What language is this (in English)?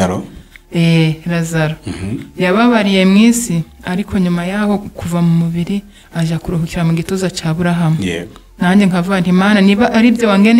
Kinyarwanda